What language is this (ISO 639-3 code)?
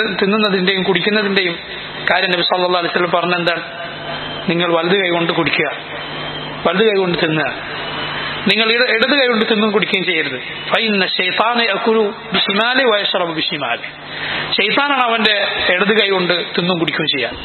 mal